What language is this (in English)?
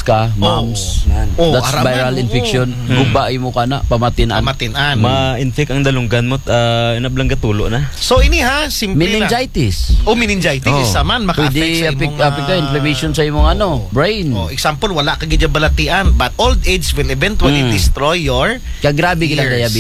Aklanon